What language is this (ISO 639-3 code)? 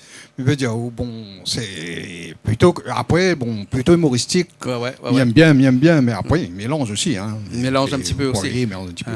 rcf